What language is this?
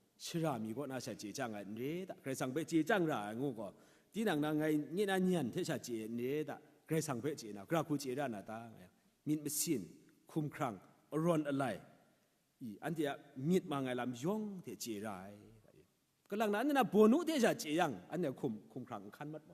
Kachin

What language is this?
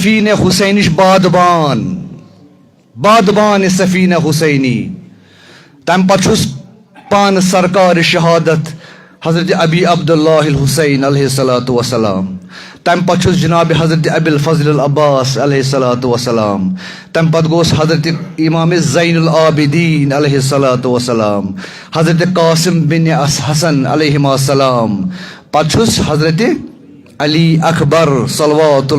Kashmiri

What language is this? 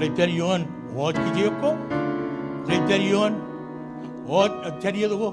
Marshallese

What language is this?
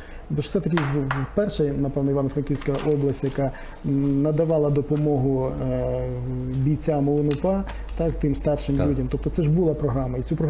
Ukrainian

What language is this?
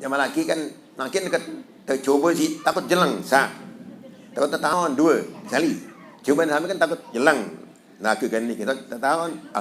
Sasak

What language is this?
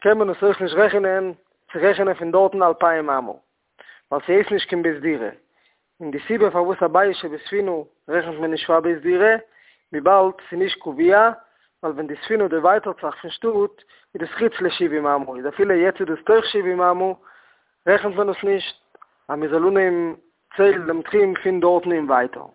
Yiddish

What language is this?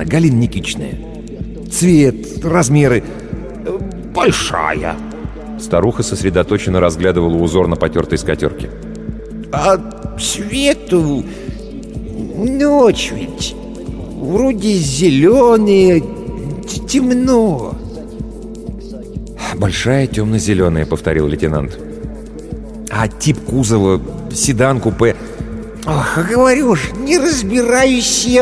Russian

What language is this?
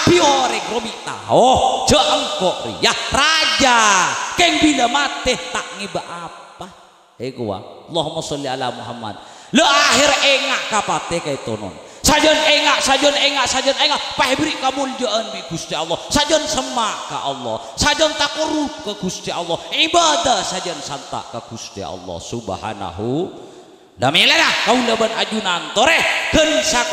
Madurese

